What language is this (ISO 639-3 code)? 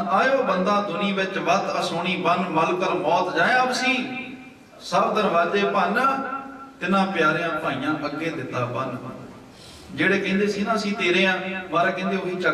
pan